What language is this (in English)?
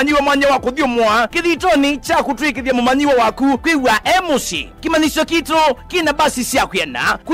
Kamba